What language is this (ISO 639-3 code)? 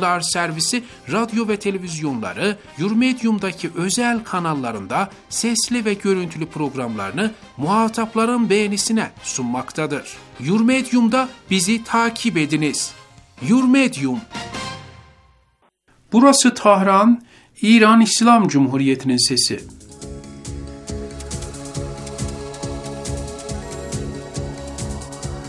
tur